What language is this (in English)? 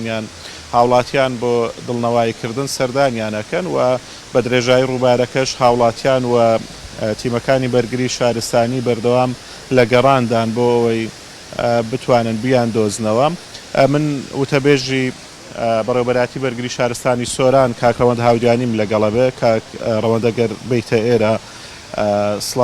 Central Kurdish